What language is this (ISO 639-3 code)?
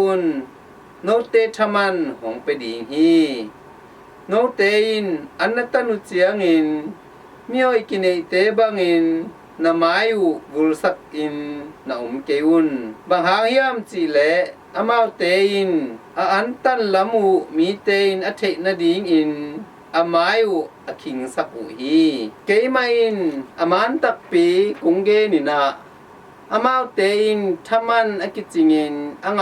ctd